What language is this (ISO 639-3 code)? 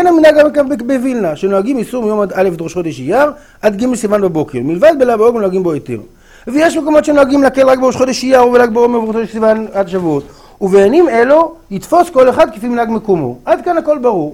heb